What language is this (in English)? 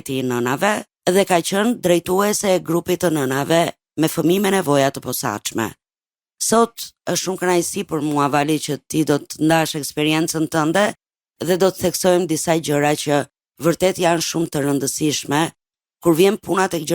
Albanian